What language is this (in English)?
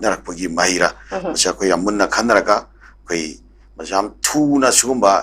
Manipuri